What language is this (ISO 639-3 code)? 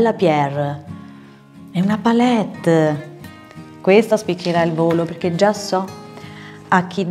ita